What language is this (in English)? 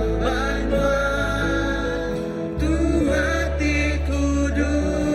Iban